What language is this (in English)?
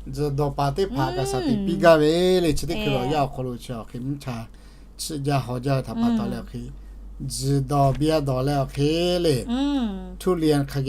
Lahu